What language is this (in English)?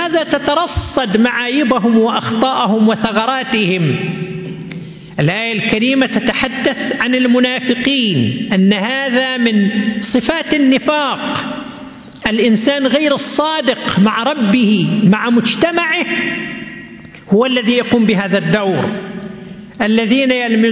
Arabic